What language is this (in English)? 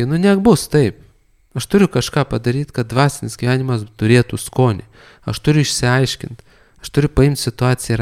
Lithuanian